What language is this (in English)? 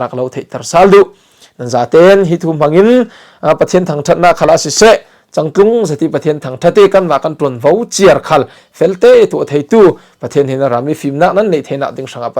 Falam Chin